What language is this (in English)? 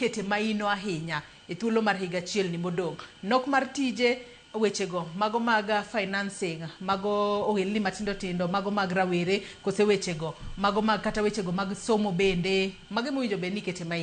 Luo (Kenya and Tanzania)